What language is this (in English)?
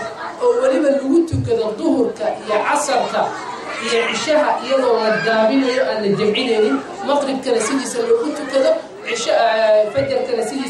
Somali